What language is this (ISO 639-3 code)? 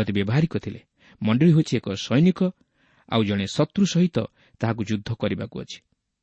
ori